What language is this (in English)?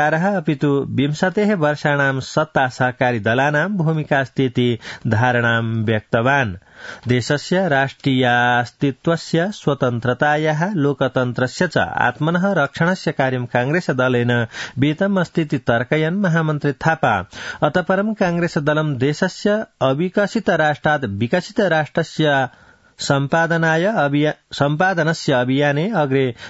Sanskrit